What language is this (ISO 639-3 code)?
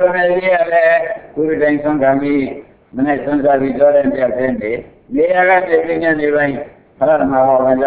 mya